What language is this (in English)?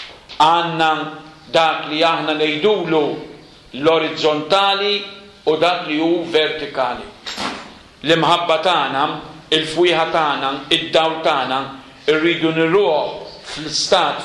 Maltese